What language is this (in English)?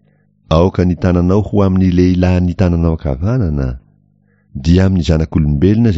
Malagasy